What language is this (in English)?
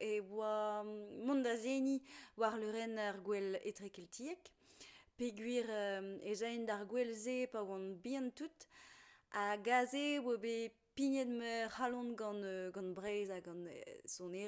Breton